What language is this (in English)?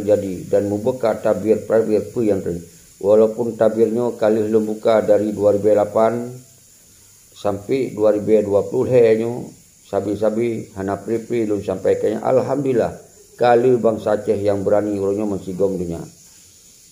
Achinese